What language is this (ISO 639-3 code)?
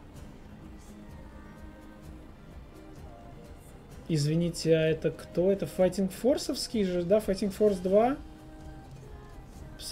rus